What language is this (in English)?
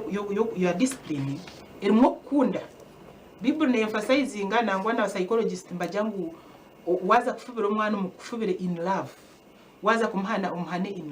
Nyankole